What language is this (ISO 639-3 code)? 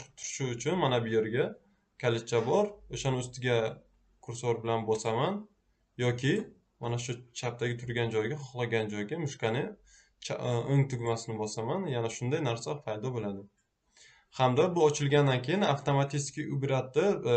uzb